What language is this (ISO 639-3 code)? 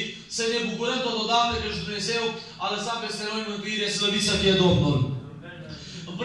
ron